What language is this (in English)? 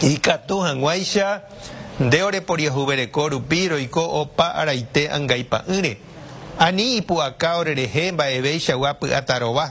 Guarani